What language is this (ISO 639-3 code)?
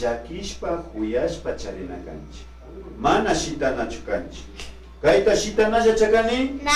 qvi